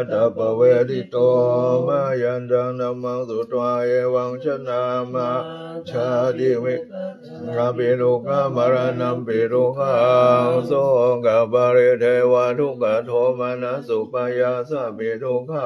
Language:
Pali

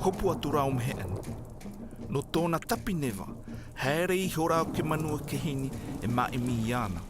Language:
Tahitian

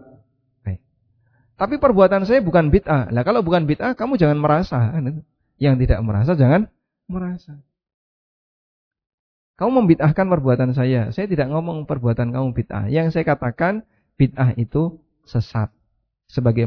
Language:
Indonesian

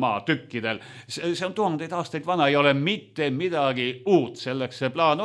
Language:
Estonian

